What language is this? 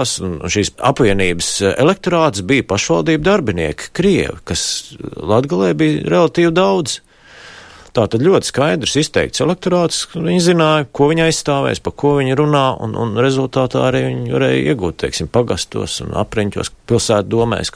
Latvian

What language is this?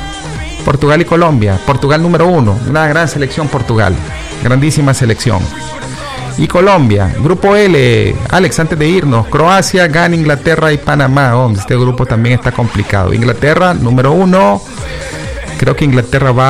Spanish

